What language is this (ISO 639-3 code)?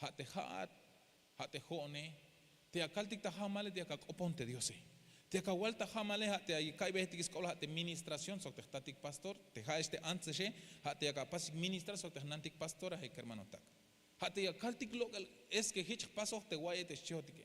tzh